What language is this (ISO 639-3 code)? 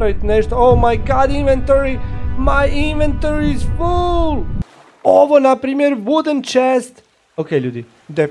hrv